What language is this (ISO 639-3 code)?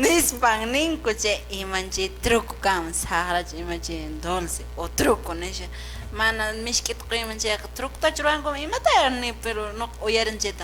que